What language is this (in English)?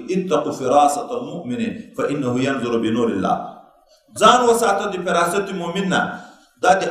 Pashto